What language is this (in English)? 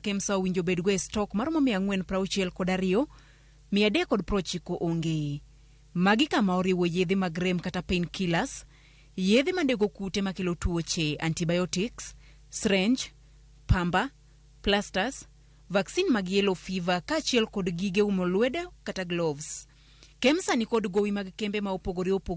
Luo (Kenya and Tanzania)